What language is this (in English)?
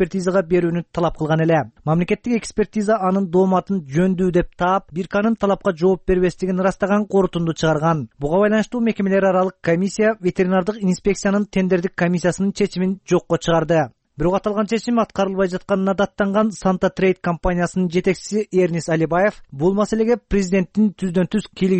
Kyrgyz